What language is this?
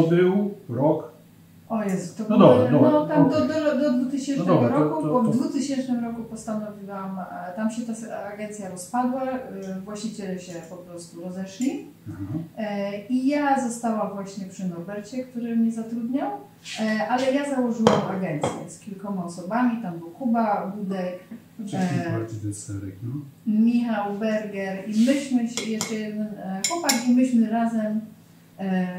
Polish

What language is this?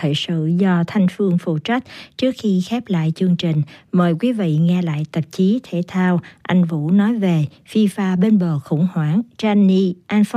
Vietnamese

